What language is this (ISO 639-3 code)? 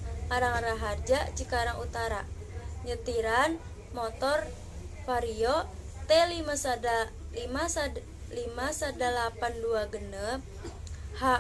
sun